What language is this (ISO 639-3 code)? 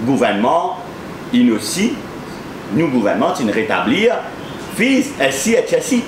mfe